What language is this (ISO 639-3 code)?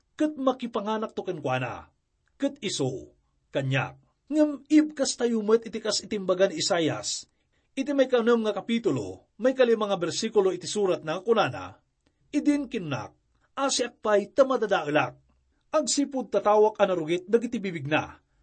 ilo